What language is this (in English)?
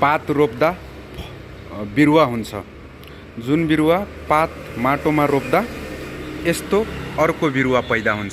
Nepali